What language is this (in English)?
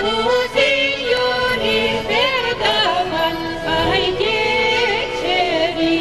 Chuvash